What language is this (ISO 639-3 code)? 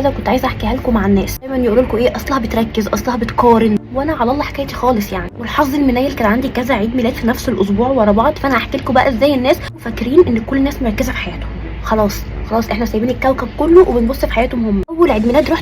arz